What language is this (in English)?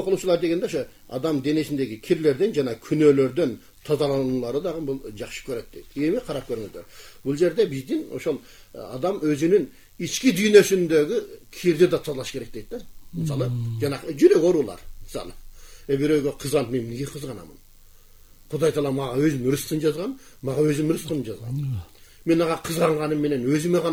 Kyrgyz